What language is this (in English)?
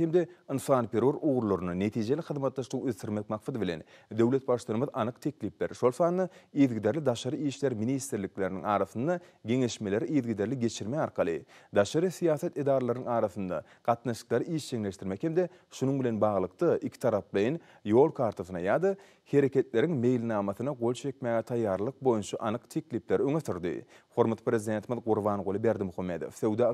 Turkmen